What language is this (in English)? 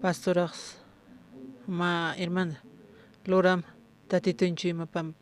Aymara